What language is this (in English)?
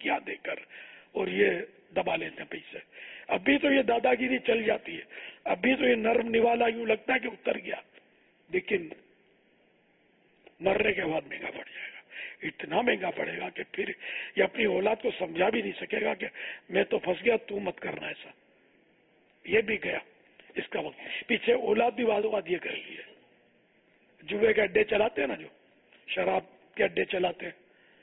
Urdu